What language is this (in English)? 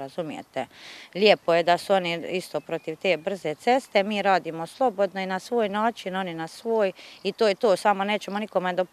Croatian